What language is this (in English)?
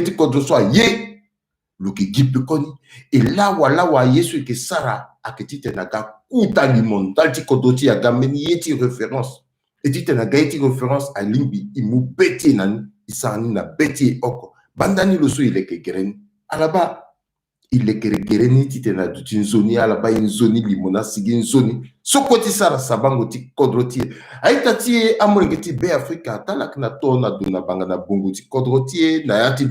Sango